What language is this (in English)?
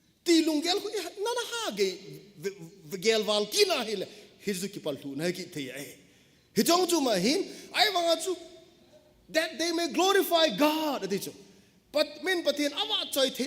Thado Chin